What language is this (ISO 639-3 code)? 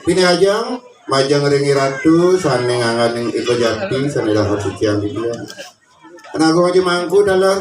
ban